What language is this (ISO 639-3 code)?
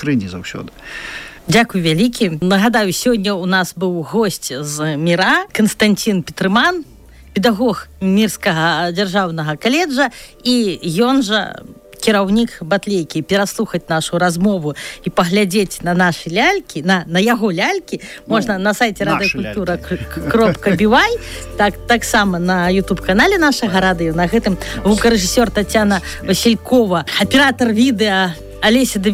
bel